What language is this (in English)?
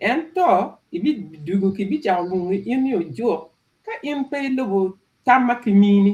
Acoli